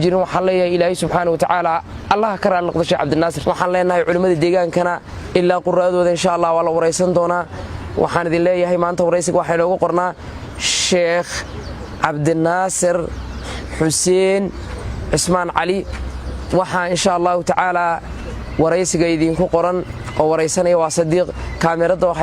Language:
Somali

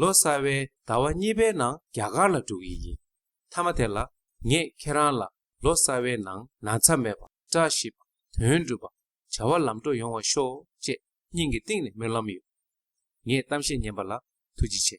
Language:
Tibetan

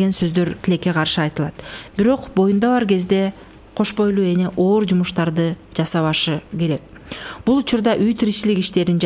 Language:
Kyrgyz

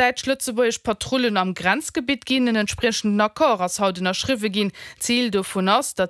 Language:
Luxembourgish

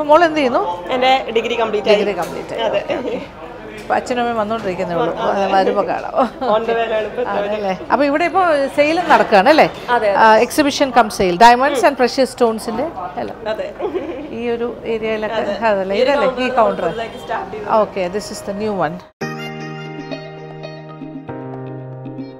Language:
Malayalam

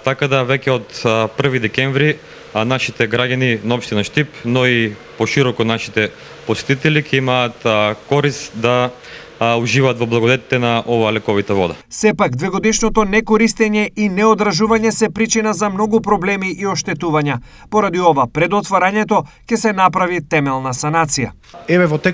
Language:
Macedonian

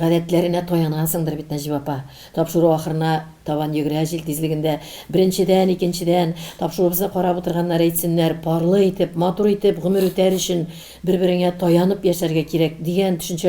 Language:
Tatar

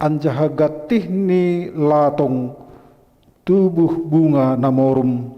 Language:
Batak Simalungun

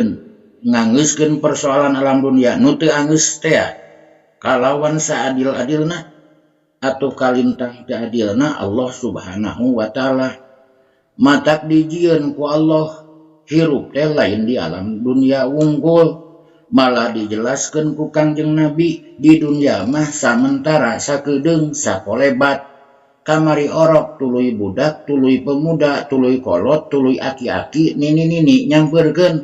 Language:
Sundanese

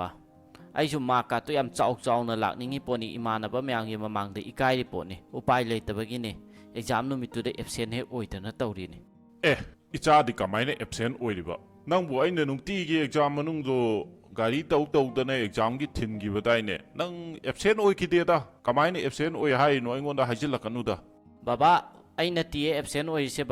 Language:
Manipuri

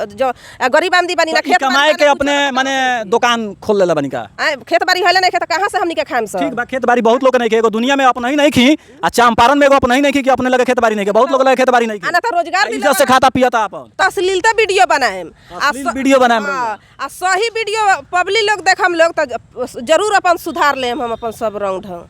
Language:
Bhojpuri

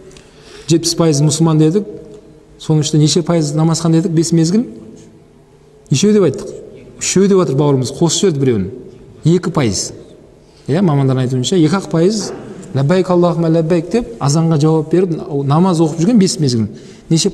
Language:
Kazakh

